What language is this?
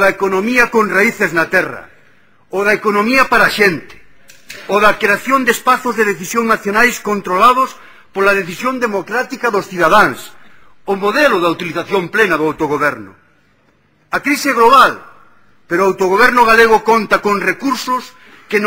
Galician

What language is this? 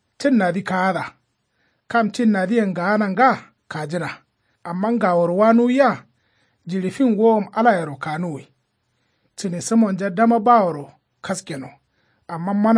Kanuri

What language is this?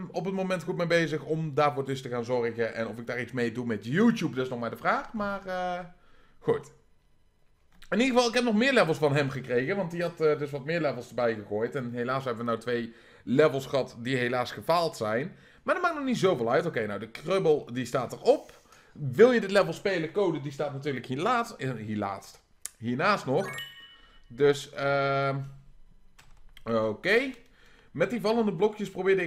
Dutch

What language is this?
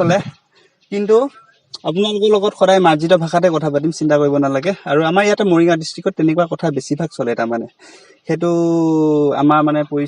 Assamese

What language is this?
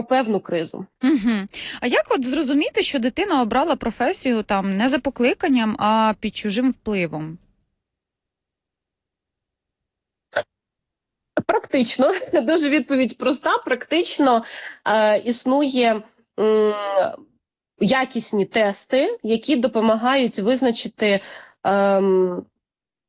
Ukrainian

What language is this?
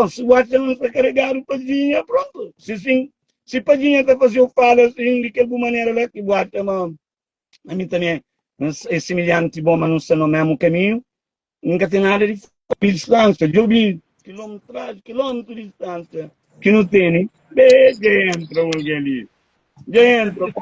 Kabuverdianu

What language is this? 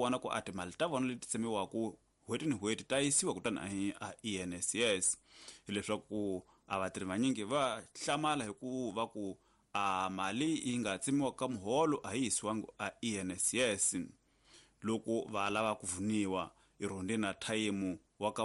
Tsonga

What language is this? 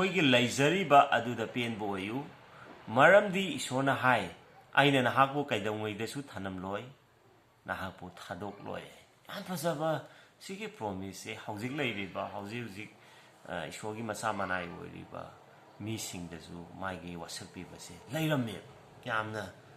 Manipuri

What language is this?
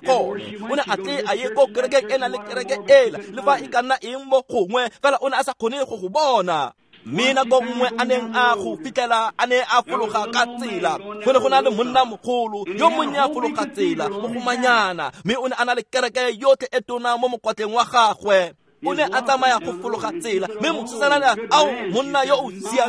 Tswana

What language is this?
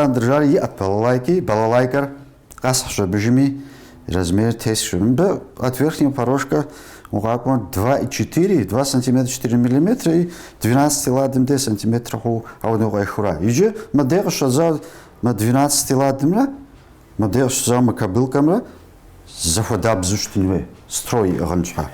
Kabardian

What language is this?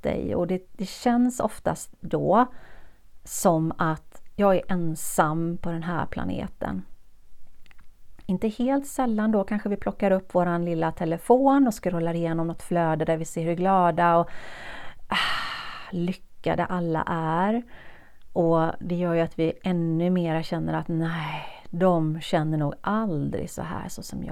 Swedish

